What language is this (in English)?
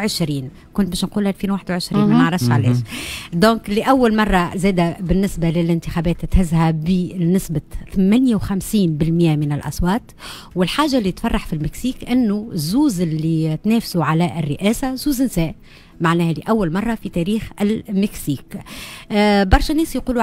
Tunisian Arabic